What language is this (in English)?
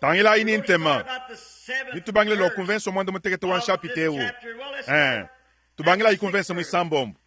Luba-Lulua